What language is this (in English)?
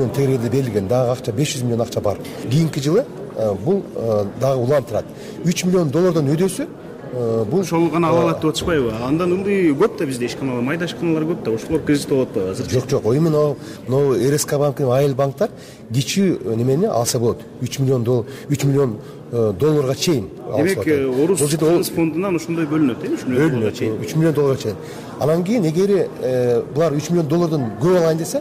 Kyrgyz